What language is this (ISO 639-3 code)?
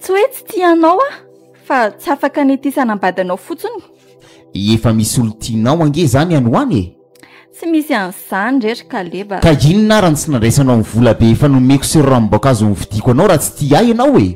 mlg